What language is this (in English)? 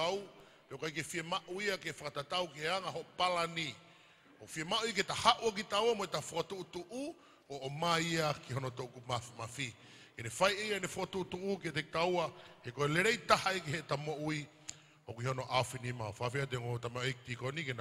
Tongan